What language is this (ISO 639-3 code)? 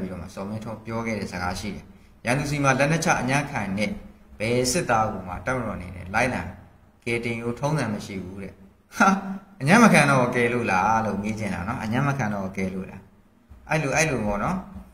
mya